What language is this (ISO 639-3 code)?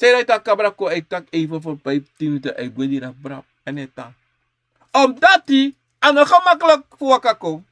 srn